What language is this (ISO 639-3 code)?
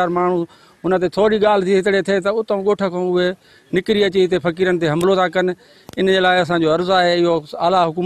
snd